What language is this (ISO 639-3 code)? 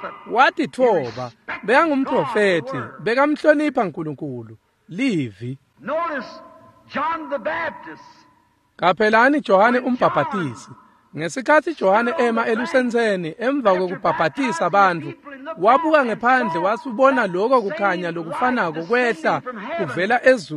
ssw